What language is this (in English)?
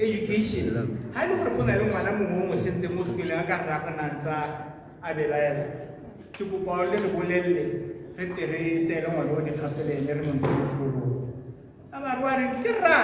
Tswana